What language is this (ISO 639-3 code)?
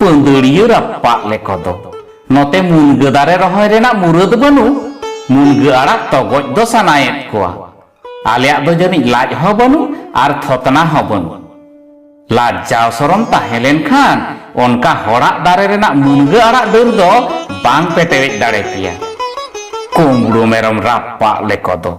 sat